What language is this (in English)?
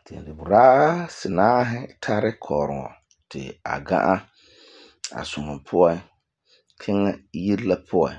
Frafra